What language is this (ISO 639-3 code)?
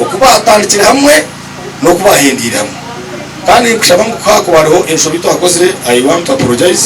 nyn